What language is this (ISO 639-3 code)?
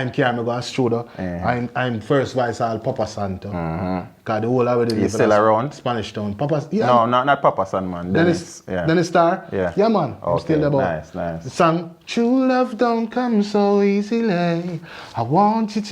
jam